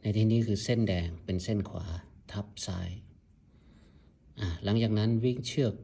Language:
Lao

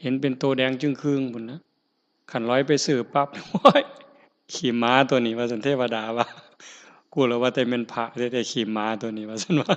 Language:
Northeastern Thai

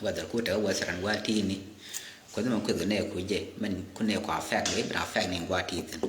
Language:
Nuer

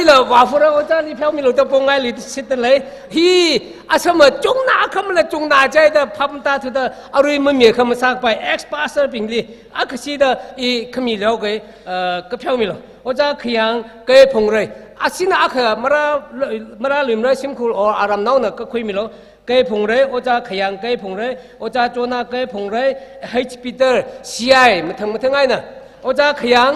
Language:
Tangkhul Naga (India)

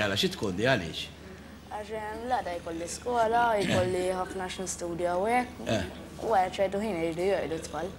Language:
Maltese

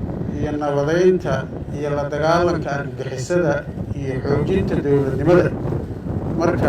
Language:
Somali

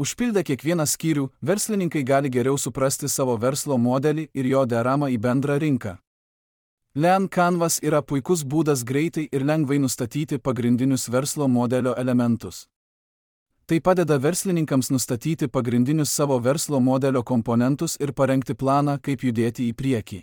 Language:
Lithuanian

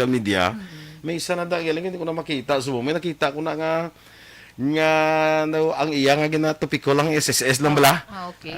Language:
Hiligaynon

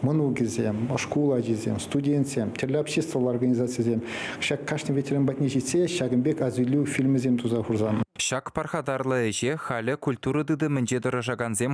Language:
Chuvash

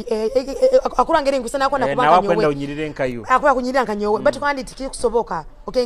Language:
Nyoro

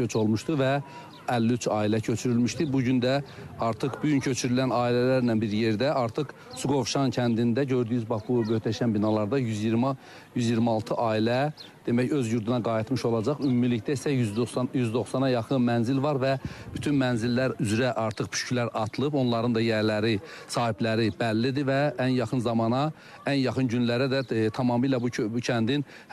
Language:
Azerbaijani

